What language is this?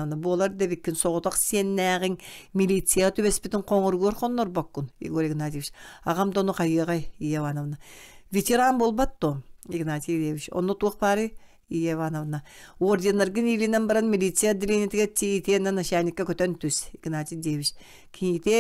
Yakut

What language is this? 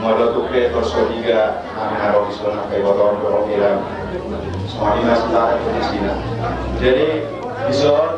Batak Toba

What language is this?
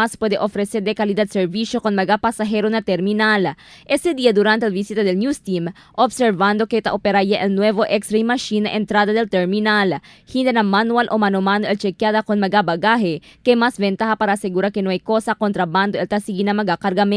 Chavacano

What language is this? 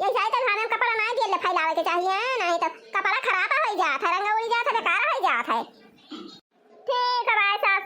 Awadhi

